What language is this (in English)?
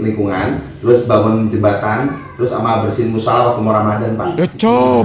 Betawi